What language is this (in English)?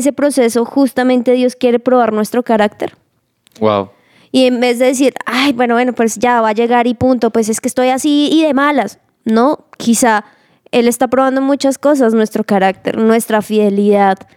Spanish